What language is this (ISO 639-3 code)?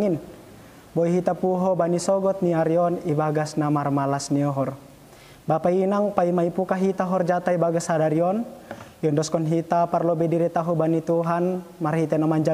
bts